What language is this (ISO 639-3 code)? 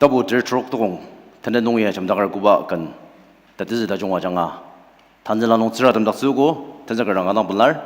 njo